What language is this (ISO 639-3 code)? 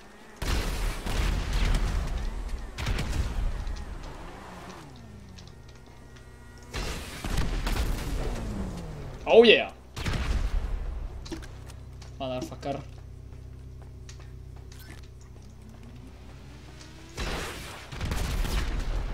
bul